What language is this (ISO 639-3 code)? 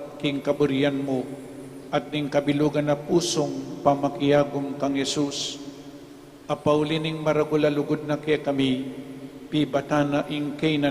pam